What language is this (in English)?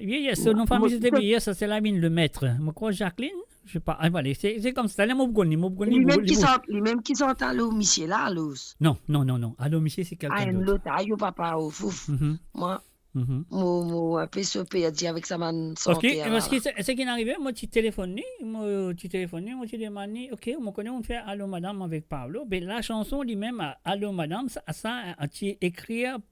Morisyen